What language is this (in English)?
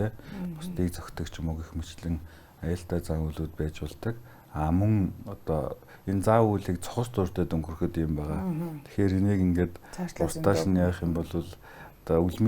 Mongolian